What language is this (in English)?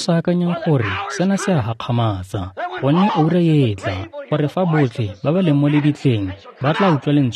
Tswana